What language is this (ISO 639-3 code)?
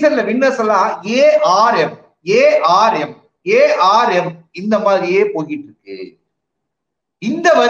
tam